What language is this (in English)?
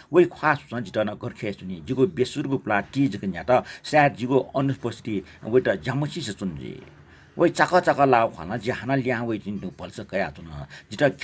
Newari